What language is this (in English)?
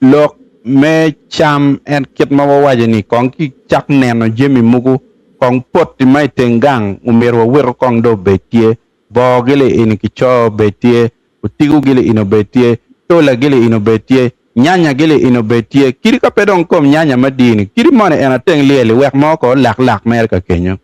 Acoli